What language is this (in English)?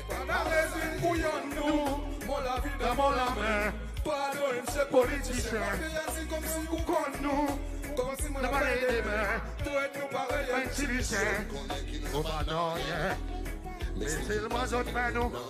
Seselwa Creole French